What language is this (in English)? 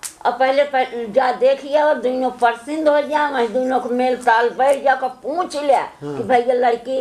Awadhi